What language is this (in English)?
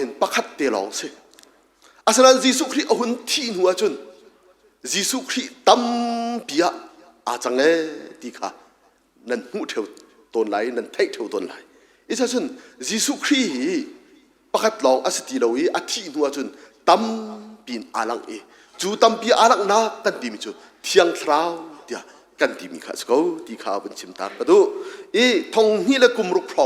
Hakha Chin